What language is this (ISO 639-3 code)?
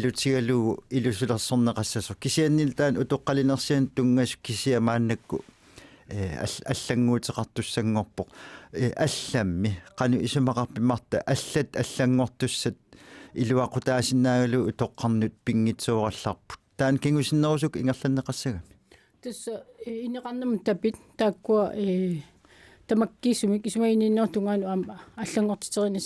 kal